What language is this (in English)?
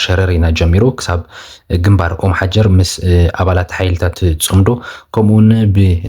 Tigrinya